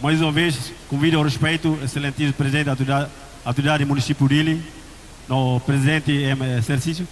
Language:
Tetum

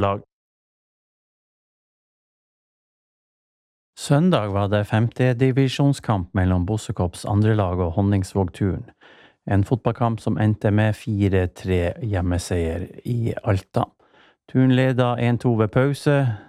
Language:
Norwegian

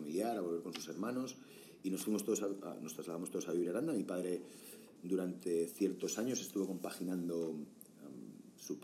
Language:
Spanish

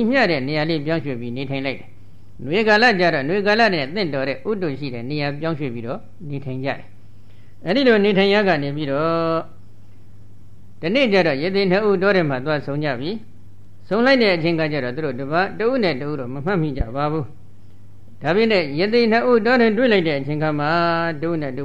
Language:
Burmese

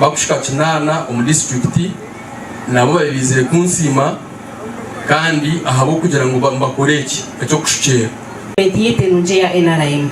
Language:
Nyankole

